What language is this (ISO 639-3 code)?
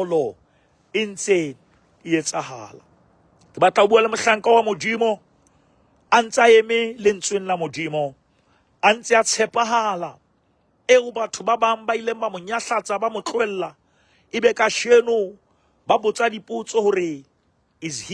sot